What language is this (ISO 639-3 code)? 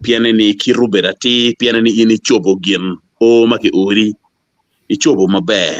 ach